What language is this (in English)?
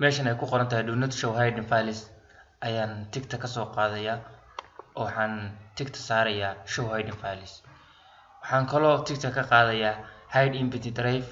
Somali